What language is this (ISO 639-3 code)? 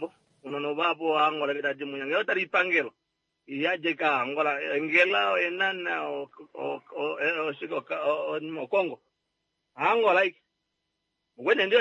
kua